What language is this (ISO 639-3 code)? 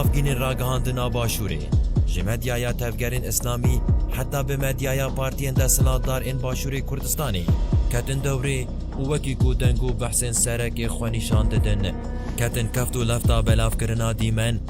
kur